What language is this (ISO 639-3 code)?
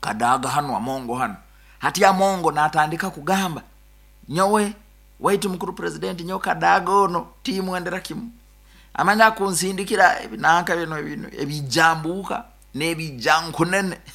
nyo